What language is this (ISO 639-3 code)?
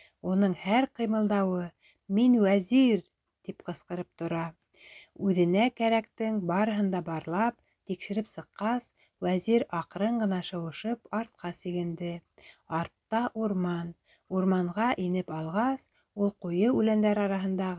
bak